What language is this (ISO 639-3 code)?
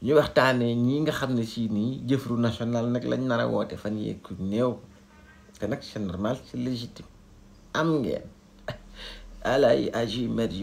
wol